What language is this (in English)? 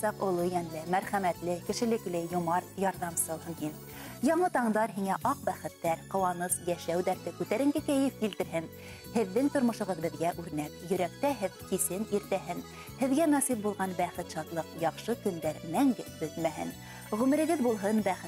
Bashkir